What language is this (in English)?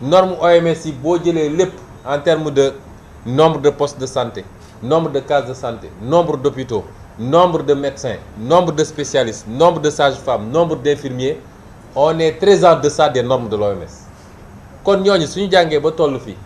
Wolof